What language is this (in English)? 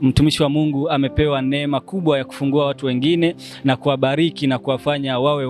Swahili